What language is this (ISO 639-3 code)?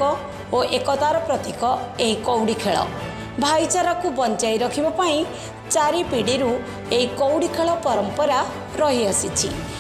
ori